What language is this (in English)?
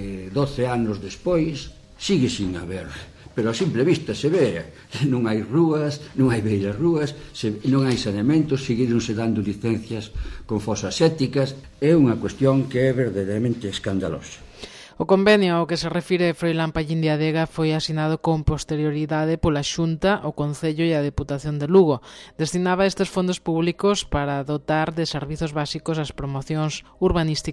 Galician